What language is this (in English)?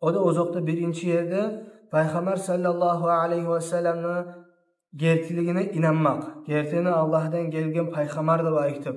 Kumyk